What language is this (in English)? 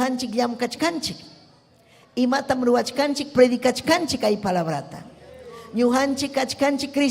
Ayacucho Quechua